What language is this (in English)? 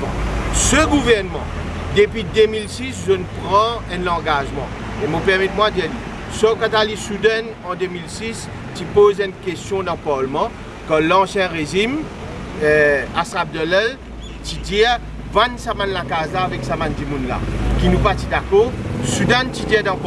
Morisyen